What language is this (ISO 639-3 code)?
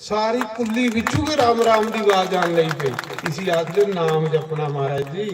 doi